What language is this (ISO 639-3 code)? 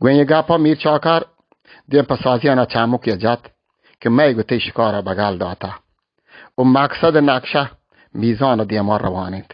bal